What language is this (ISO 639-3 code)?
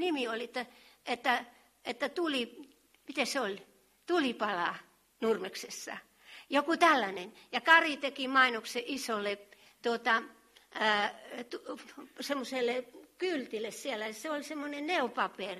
fin